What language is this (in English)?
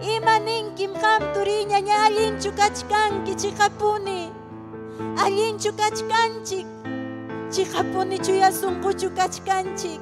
Ayacucho Quechua